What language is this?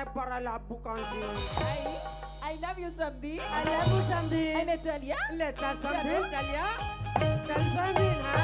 Chhattisgarhi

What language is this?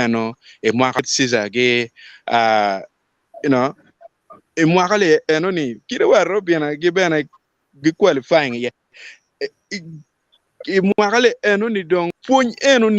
Acoli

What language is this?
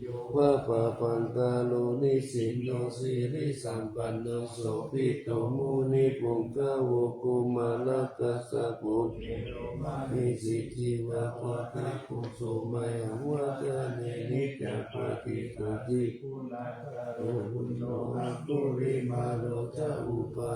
Pali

